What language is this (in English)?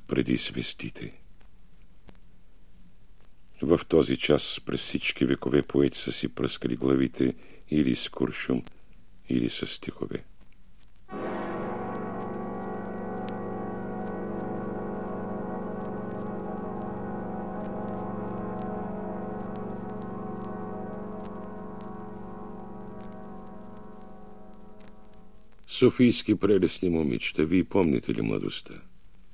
Bulgarian